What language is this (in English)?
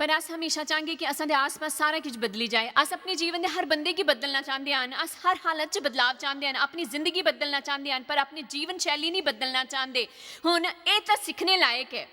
Dogri